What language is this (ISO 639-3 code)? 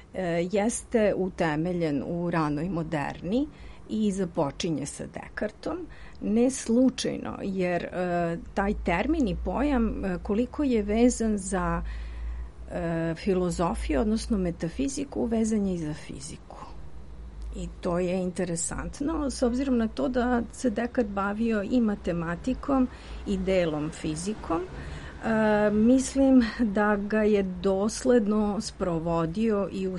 srp